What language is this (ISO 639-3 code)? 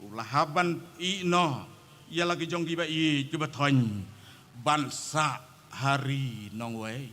kha